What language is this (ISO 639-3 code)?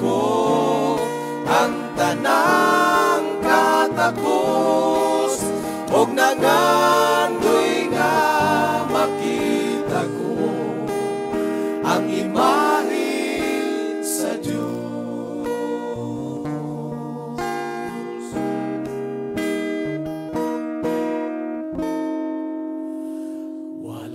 ceb